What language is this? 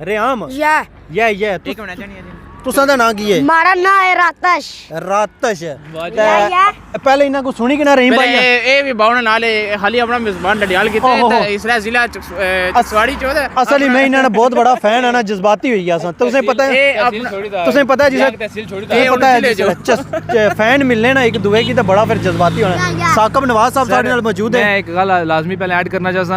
Pahari-Potwari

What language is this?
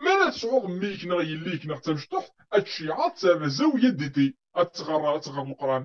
Kabyle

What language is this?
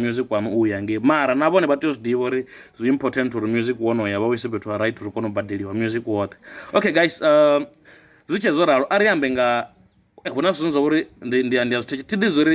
Venda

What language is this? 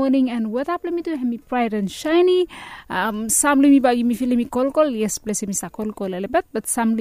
Bislama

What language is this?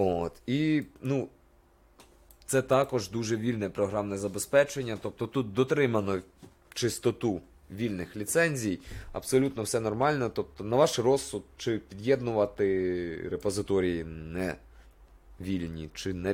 Ukrainian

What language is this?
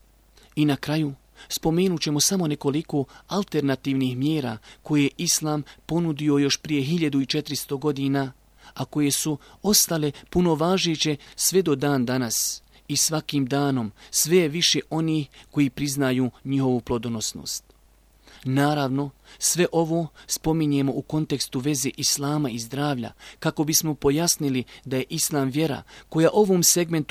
Bosnian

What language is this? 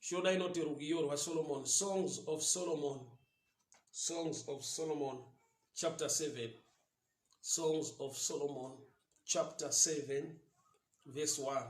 Shona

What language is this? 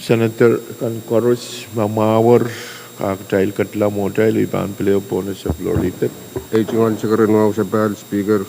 Pohnpeian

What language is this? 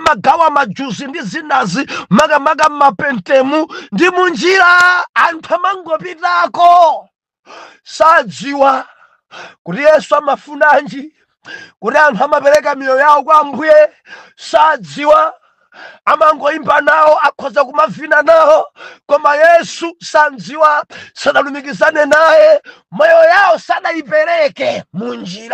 Nyanja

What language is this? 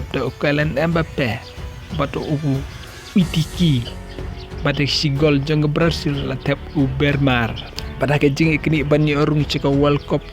Khasi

